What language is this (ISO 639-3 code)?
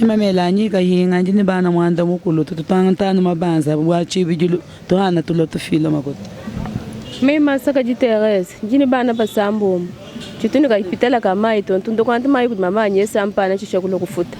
lua